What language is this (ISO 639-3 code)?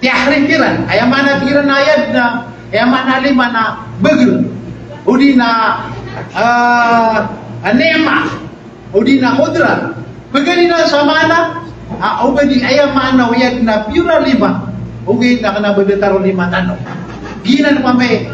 mrw